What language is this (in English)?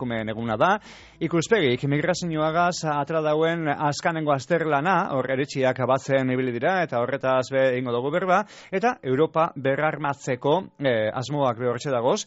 Basque